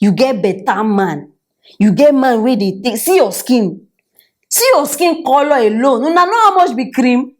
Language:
Nigerian Pidgin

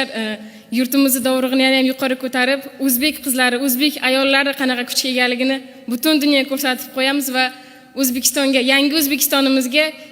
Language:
Uzbek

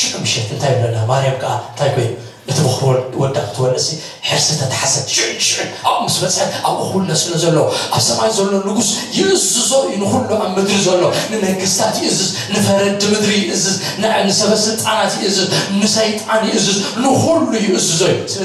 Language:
Tigrinya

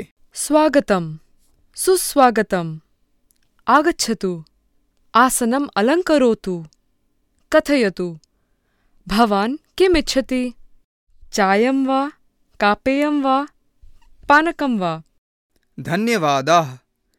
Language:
Sanskrit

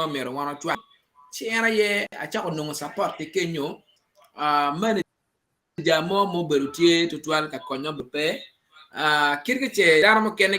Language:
Acoli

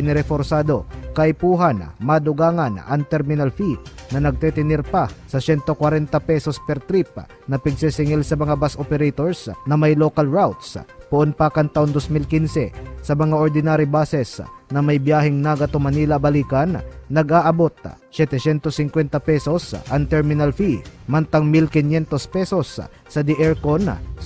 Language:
Bikol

